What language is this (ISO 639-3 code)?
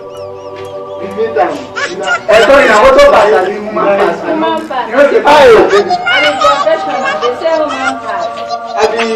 pcm